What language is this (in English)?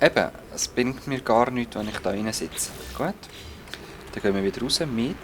Swiss German